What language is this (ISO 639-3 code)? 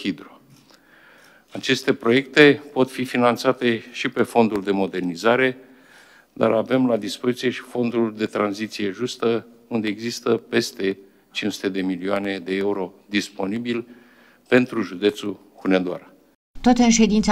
ron